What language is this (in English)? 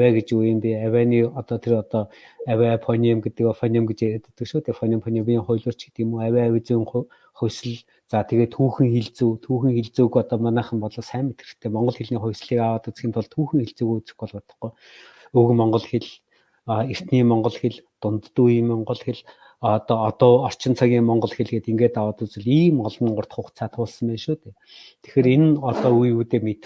Mongolian